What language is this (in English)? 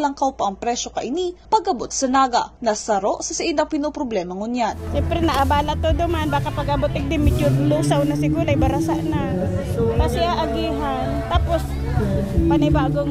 Bikol